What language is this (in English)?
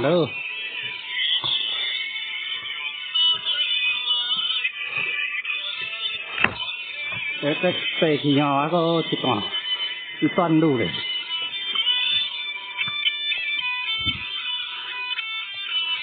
Min Nan Chinese